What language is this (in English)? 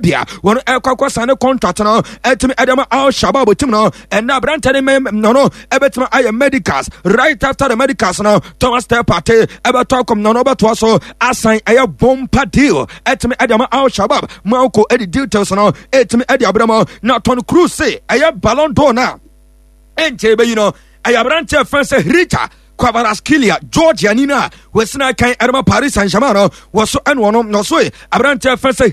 Akan